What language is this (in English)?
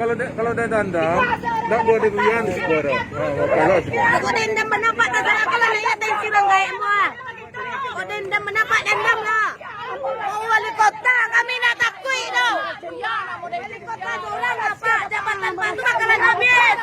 Minangkabau